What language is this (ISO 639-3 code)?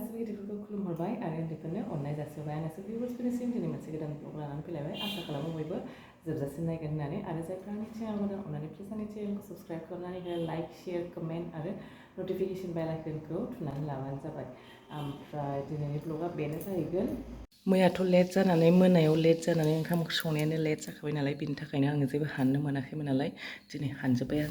brx